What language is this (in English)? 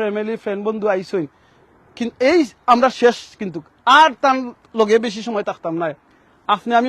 Sylheti